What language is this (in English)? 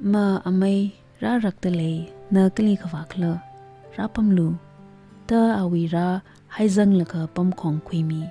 Tangkhul Naga (India)